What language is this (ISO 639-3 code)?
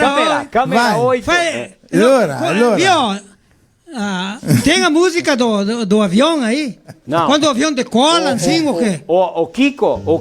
vec